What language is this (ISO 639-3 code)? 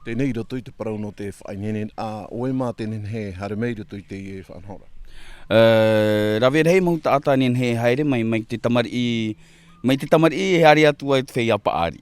tah